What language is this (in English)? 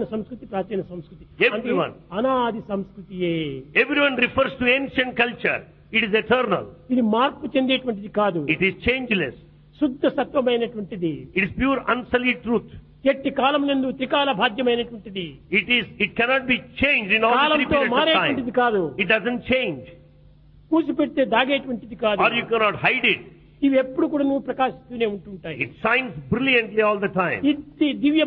Telugu